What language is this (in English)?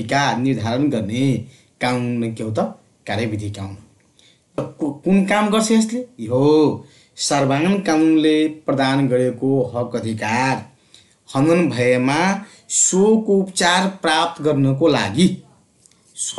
Nepali